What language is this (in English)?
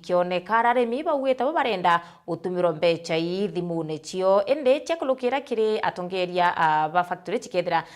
Meru